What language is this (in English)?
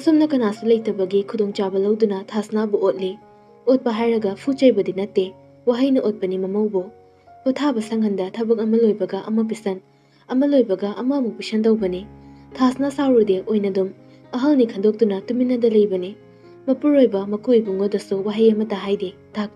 Manipuri